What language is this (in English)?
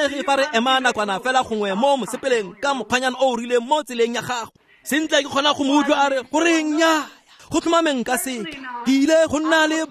Tswana